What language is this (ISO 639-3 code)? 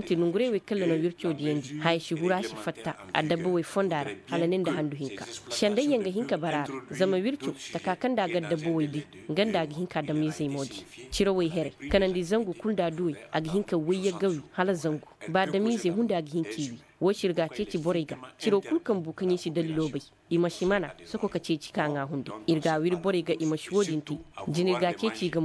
ses